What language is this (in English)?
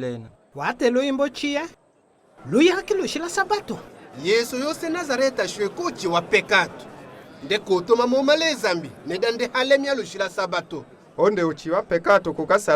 Tetela